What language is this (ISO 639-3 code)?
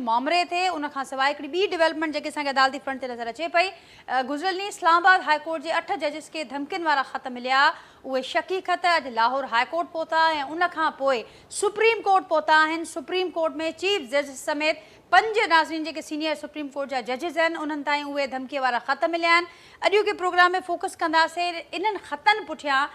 snd